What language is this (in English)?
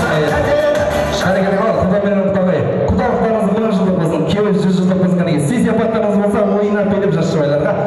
Kazakh